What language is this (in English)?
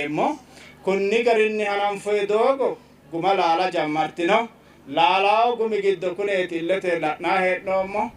Sidamo